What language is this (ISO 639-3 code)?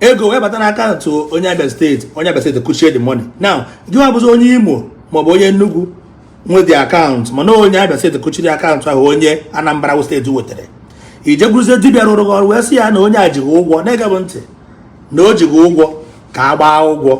ibo